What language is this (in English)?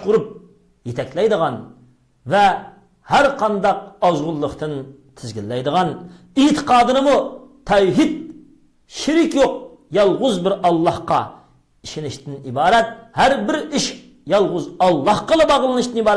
Uyghur